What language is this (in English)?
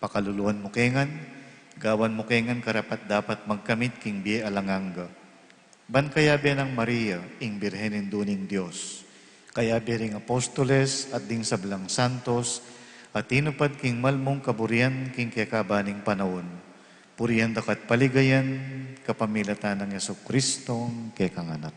Pampanga